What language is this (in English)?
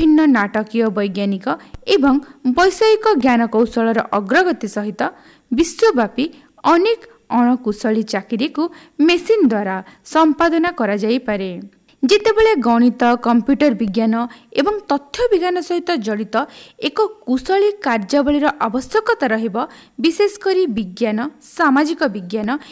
Odia